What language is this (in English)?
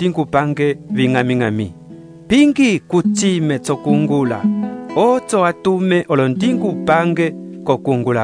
Umbundu